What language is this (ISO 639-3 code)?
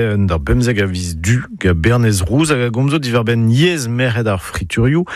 bre